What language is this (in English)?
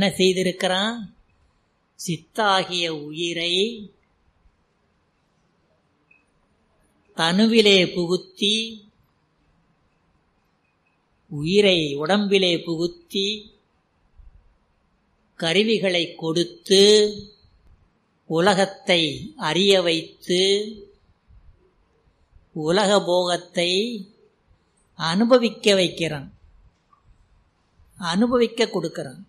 Tamil